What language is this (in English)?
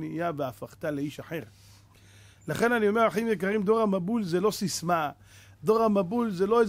Hebrew